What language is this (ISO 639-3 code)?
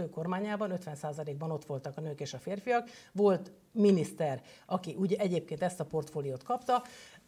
hun